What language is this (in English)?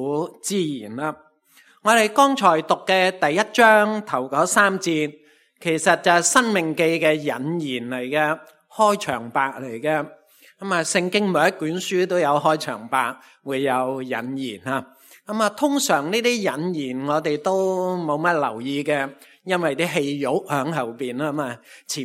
Cantonese